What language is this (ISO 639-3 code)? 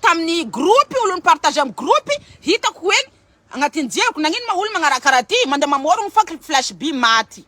mlg